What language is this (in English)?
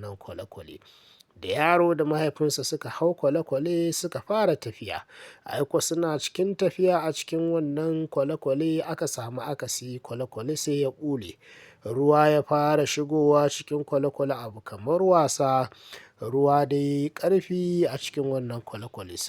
Hausa